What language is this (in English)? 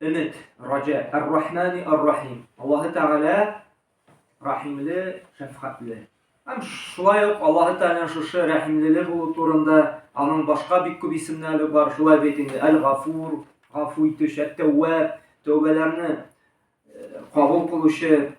Tatar